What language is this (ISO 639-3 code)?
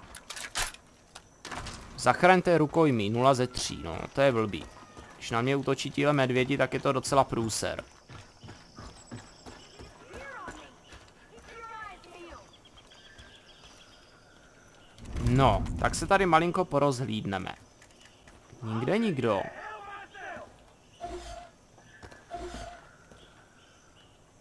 ces